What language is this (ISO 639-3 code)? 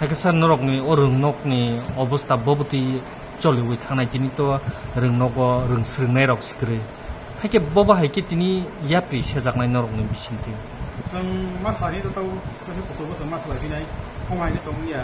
trp